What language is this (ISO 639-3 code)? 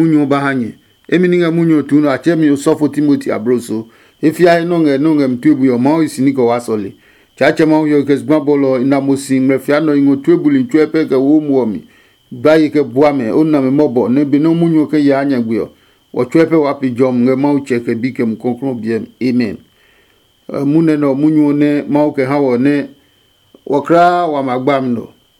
ada